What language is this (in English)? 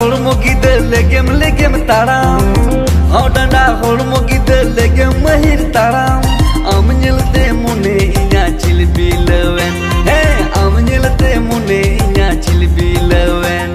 Santali